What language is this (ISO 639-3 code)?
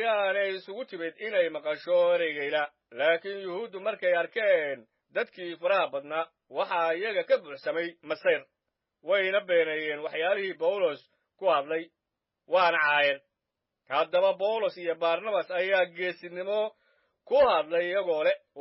som